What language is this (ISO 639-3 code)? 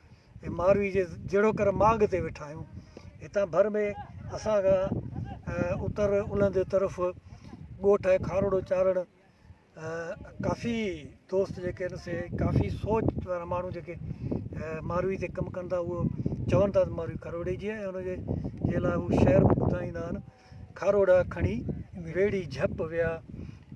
snd